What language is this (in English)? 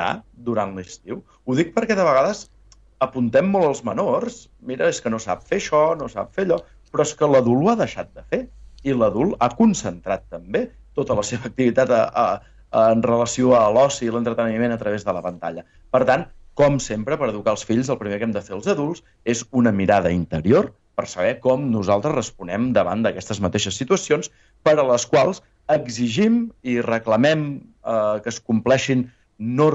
Catalan